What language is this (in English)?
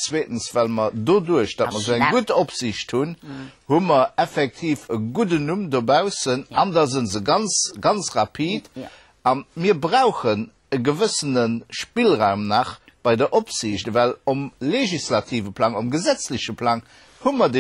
Luxembourgish